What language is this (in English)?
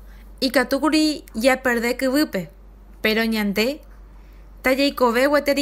Guarani